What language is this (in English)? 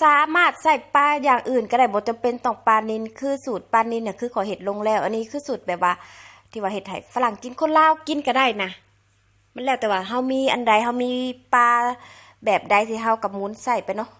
Lao